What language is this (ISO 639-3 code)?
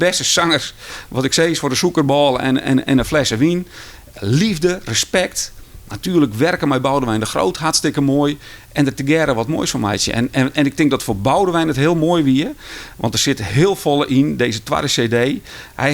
fry